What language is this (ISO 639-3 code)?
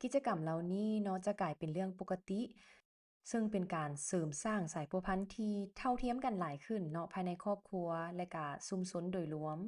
lao